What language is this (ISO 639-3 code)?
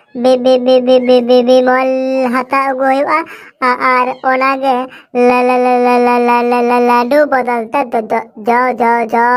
sat